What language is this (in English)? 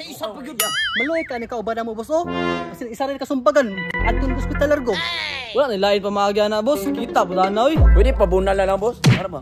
Cebuano